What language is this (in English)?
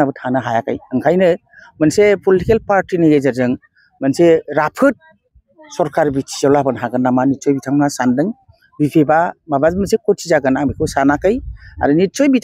Bodo